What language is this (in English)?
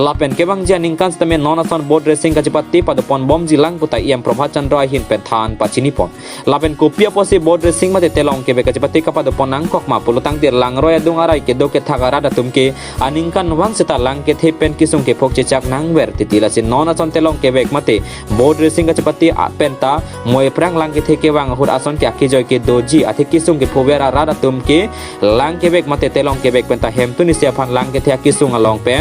Karbi